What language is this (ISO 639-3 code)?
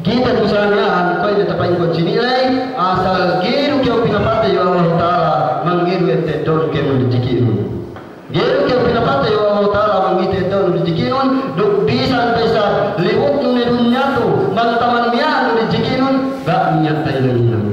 yka